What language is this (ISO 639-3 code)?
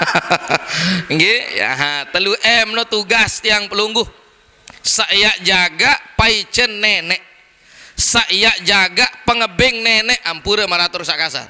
sas